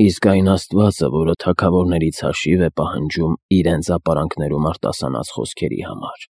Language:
Armenian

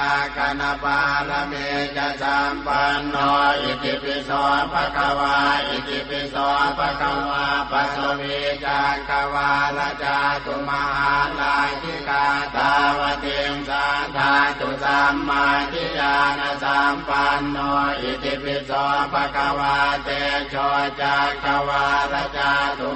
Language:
Pali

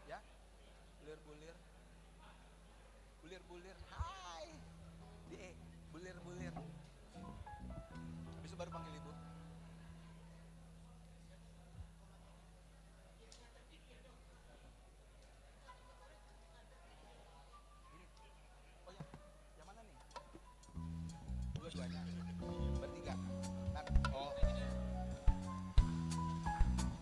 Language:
Indonesian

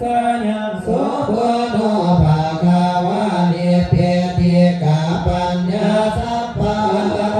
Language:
Pali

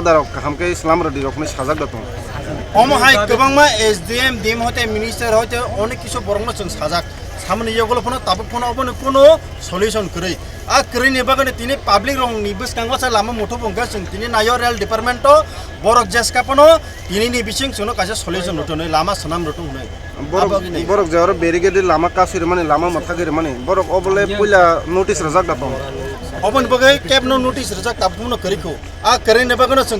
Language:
Kok Borok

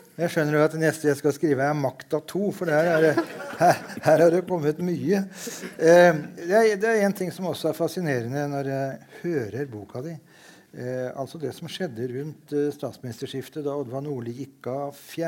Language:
Norwegian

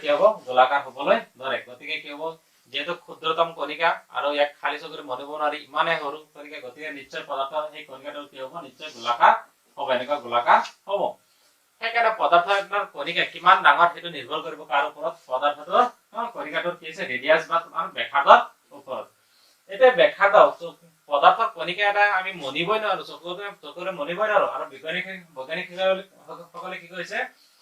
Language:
Assamese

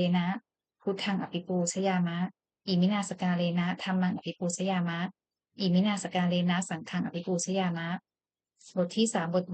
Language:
Pali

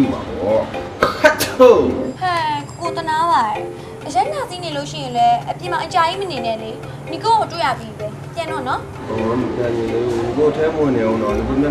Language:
Burmese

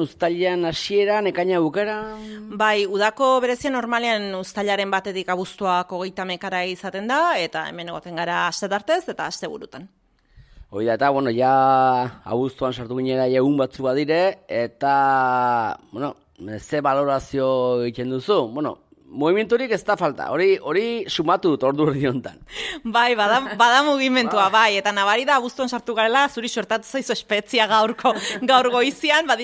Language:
Basque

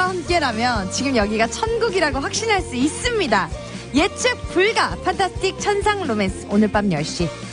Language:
Korean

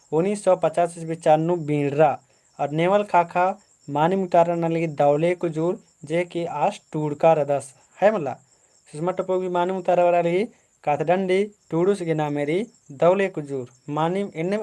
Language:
Kurukh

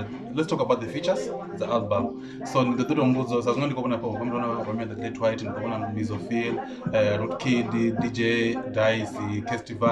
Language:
Venda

